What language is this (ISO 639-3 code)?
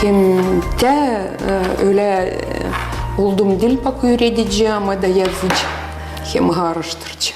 gag